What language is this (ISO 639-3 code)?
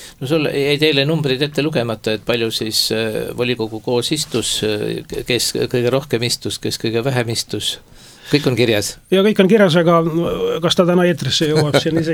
est